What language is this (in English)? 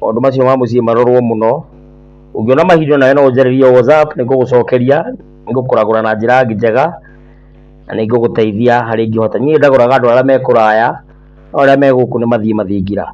Kikuyu